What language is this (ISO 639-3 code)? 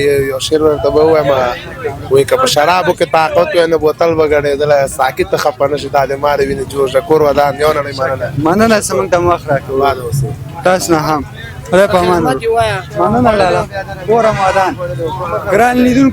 pus